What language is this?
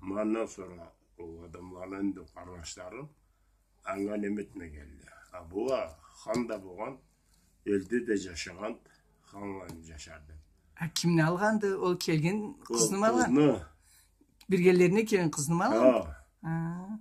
Karachay-Balkar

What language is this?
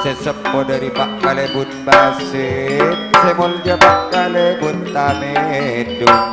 Madurese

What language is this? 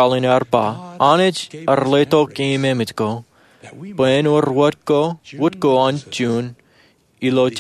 Marshallese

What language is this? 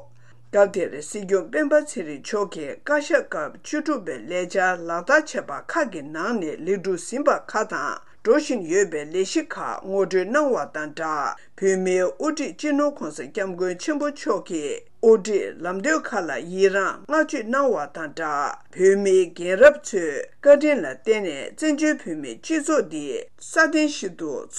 Tibetan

